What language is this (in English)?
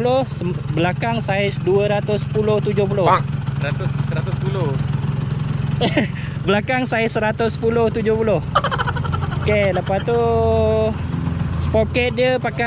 Malay